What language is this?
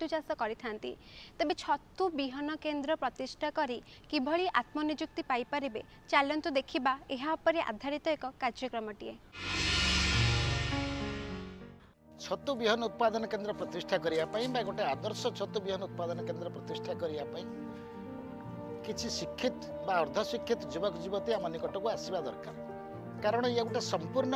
Odia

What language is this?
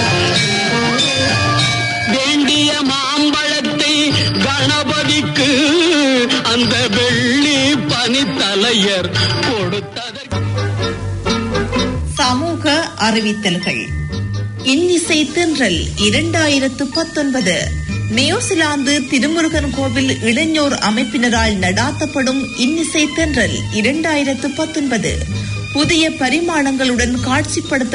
Tamil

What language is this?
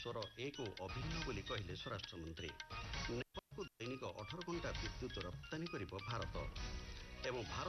Odia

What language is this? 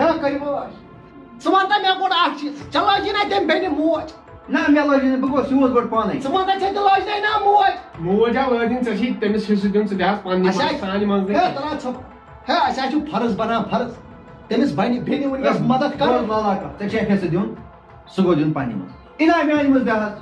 Kashmiri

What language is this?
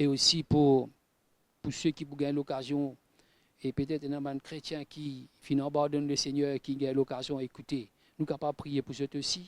Morisyen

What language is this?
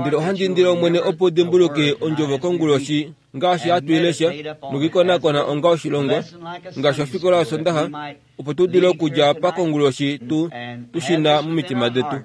Kuanyama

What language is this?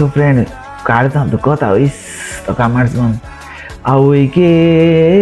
Konkani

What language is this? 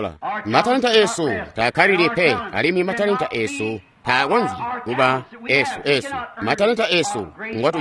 Tonga (Zambia)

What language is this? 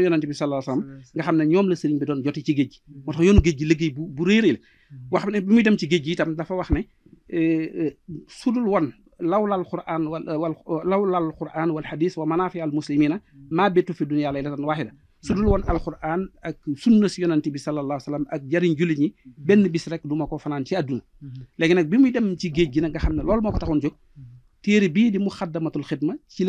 Wolof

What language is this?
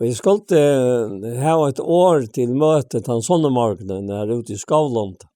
Faroese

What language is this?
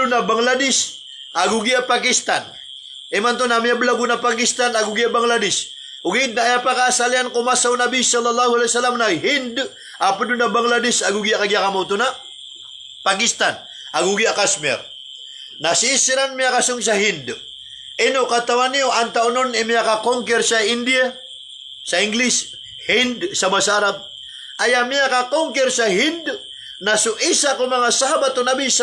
Maranao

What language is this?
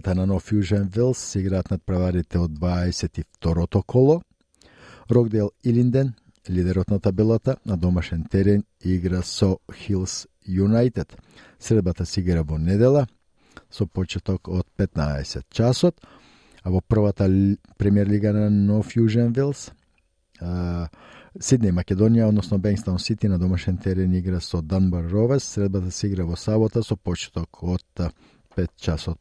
Macedonian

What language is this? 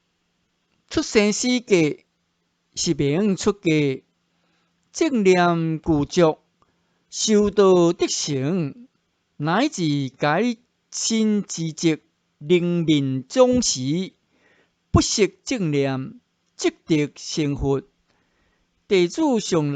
Min Nan Chinese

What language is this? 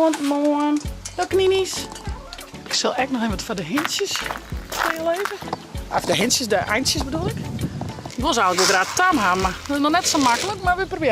Western Frisian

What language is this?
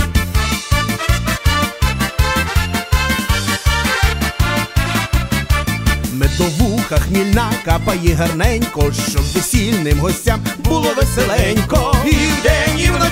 Ukrainian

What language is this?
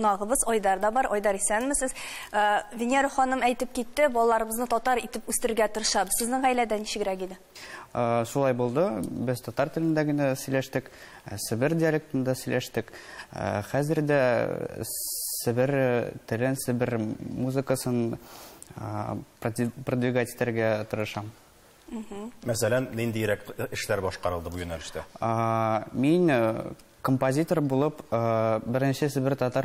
Tatar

